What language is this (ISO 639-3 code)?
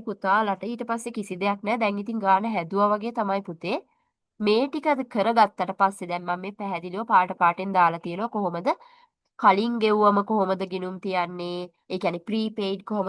sin